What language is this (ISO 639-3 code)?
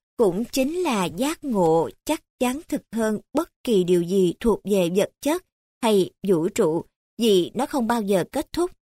vie